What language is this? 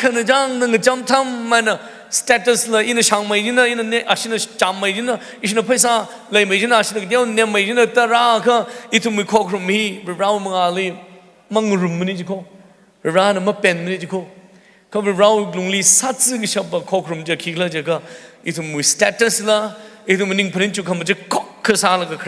Tangkhul Naga (India)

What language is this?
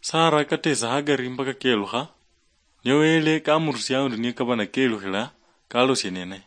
Luyia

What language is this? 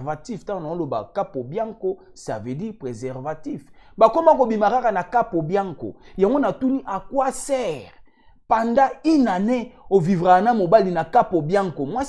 Lingala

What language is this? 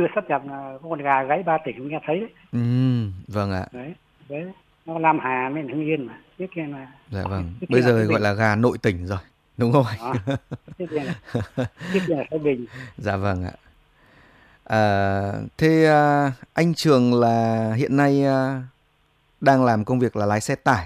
Vietnamese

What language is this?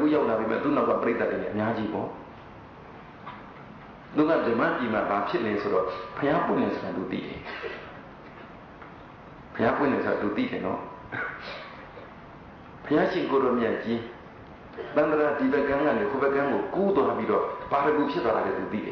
Burmese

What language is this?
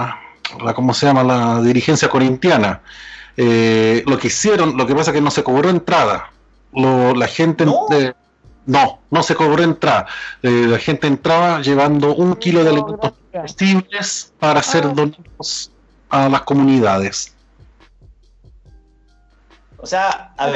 Spanish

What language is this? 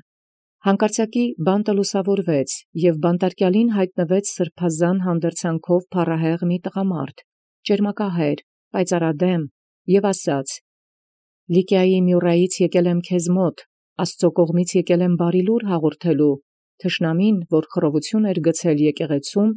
Armenian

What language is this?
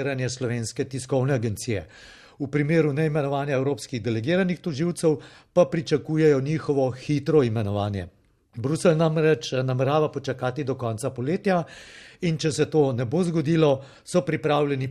Slovenian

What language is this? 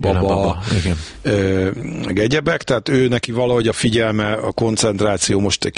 Hungarian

